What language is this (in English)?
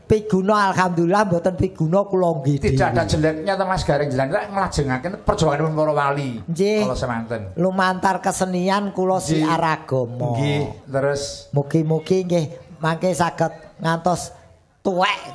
Javanese